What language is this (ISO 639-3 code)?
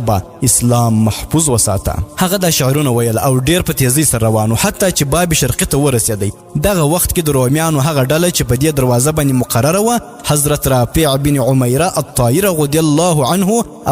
pus